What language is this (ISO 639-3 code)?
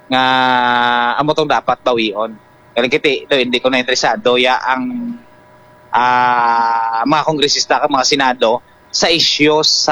hil